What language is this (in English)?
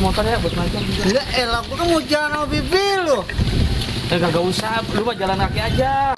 Betawi